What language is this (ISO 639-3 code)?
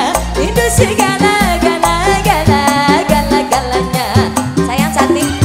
ind